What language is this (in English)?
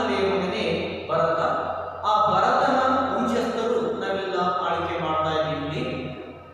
Kannada